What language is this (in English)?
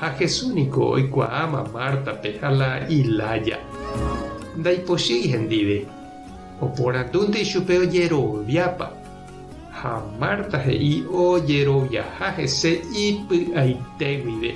Guarani